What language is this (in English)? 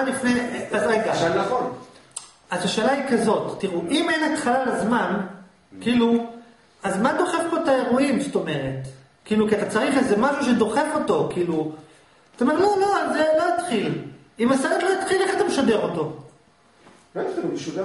Hebrew